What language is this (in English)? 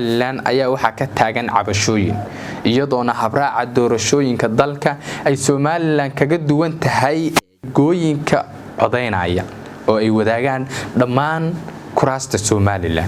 Somali